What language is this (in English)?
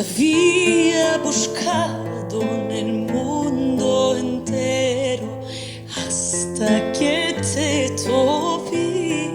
Ladino